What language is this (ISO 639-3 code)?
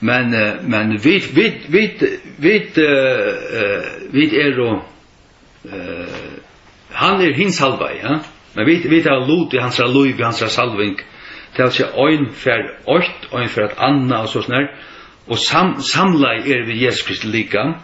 fao